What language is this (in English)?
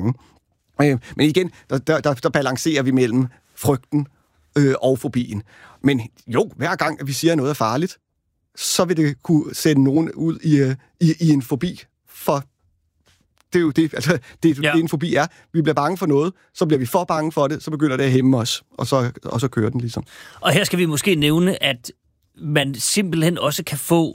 Danish